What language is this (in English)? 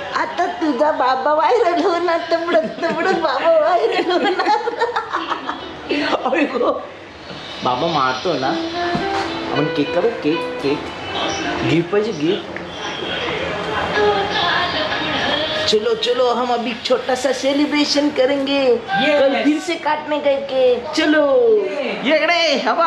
Marathi